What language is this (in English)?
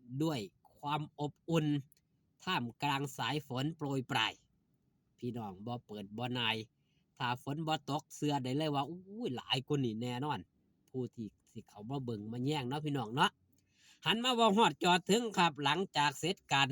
Northeastern Thai